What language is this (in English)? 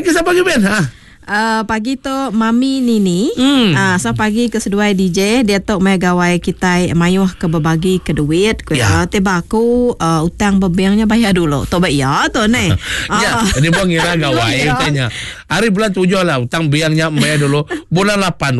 Iban